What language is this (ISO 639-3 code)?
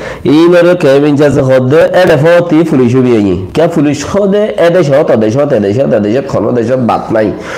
rhg